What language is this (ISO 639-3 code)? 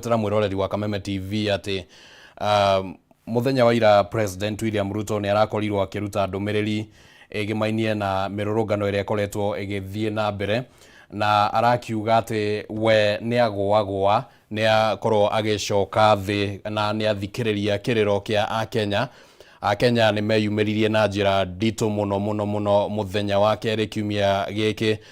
kik